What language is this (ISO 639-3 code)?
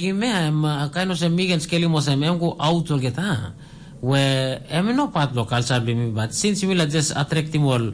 tpi